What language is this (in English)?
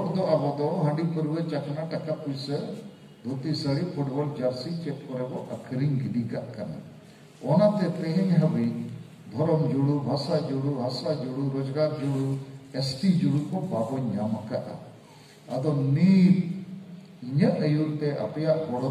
Santali